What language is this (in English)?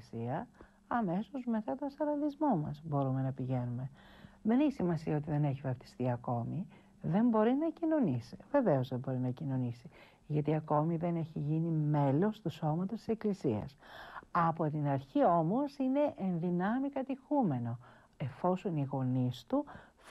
Greek